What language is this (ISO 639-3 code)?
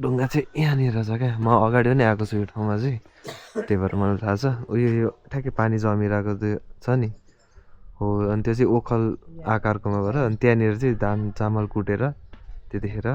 nep